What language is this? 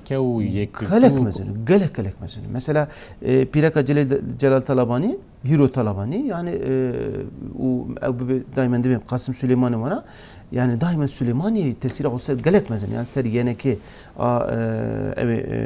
Kurdish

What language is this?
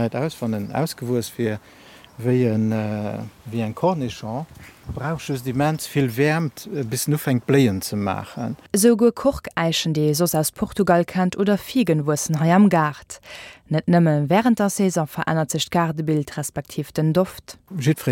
Luxembourgish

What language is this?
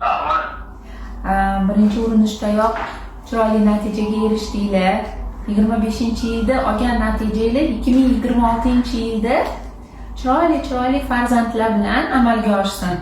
Uzbek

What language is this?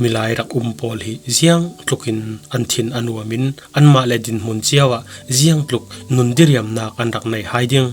Falam Chin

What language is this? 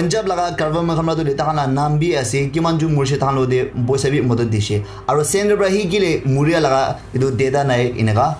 Naga Pidgin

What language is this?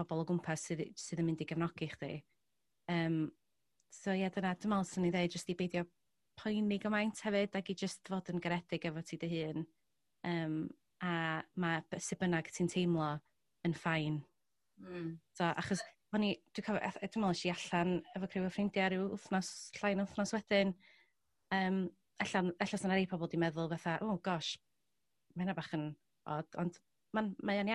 Welsh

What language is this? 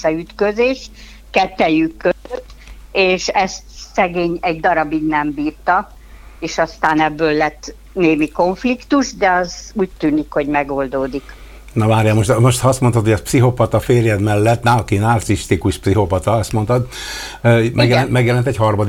Hungarian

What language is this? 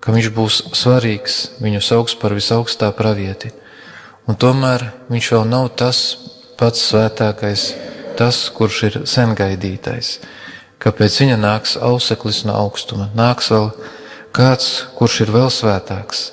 Latvian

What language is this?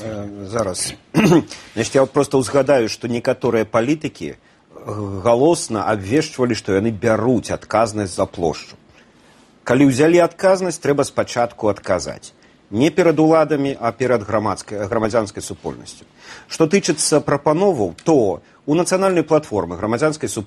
Belarusian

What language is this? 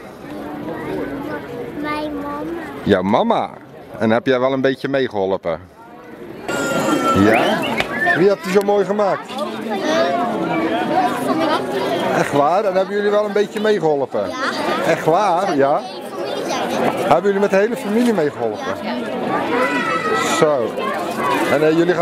Dutch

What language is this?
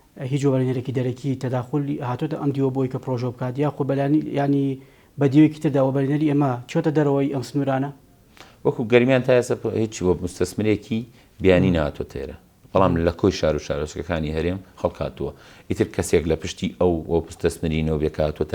Central Kurdish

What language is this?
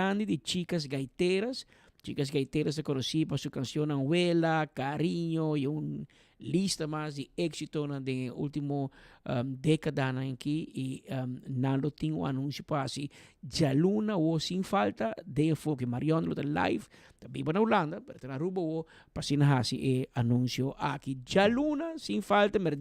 Papiamento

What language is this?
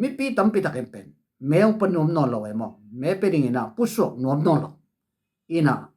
Tedim Chin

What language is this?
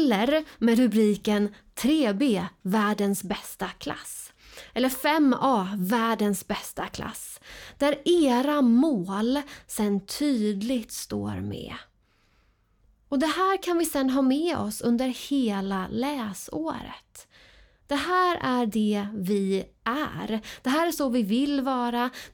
Swedish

